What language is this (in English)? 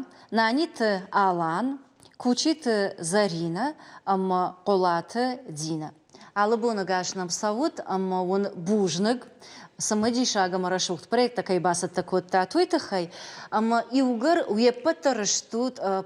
Ossetic